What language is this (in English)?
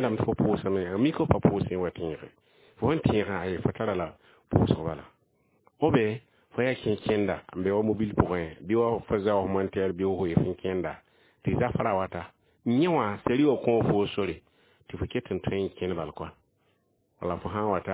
Mossi